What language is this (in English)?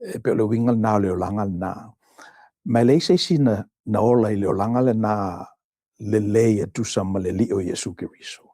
Samoan